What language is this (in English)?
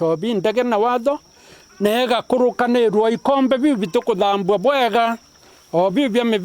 Meru